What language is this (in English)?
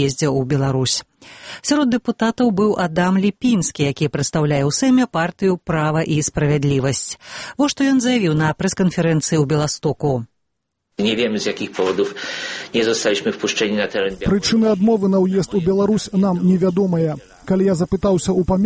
Belarusian